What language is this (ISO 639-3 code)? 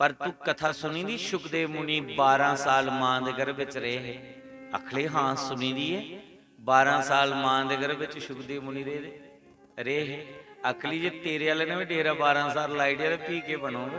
doi